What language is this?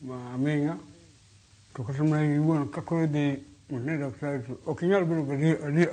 Luo (Kenya and Tanzania)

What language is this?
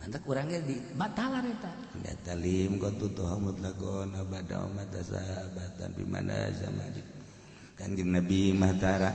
Sundanese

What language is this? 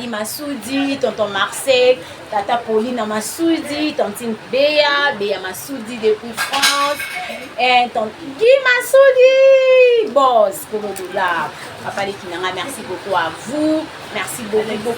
Lingala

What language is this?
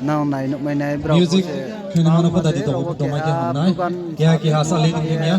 Riang (India)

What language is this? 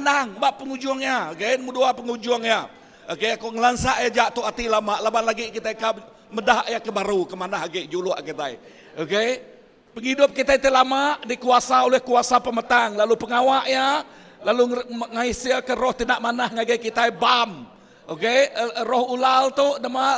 Iban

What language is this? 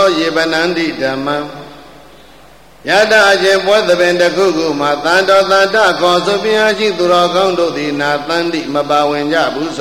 Burmese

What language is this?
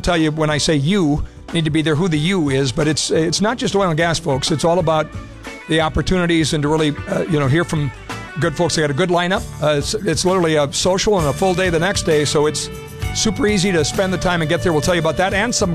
English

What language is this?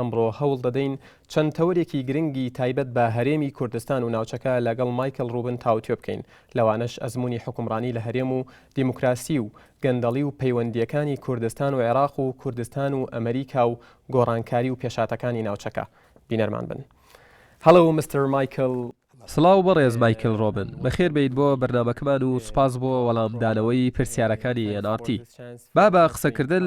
Central Kurdish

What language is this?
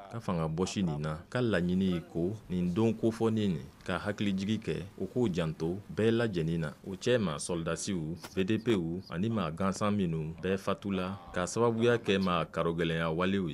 Bambara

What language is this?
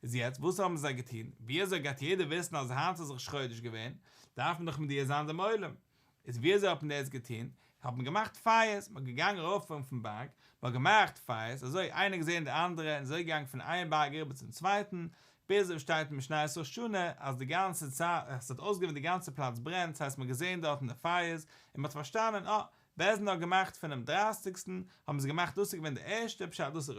Yiddish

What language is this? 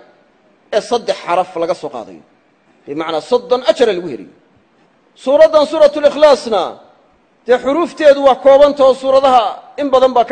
Somali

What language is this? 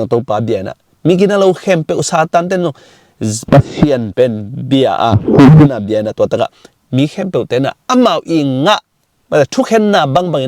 Tedim Chin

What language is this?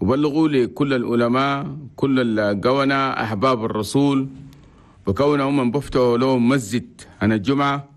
Chadian Arabic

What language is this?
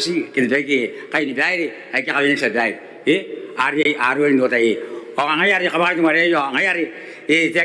Gilbertese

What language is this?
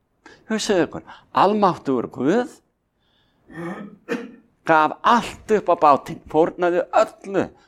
Icelandic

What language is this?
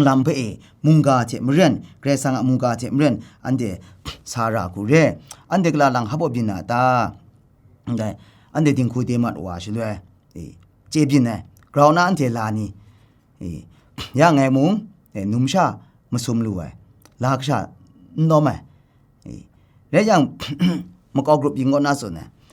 Kachin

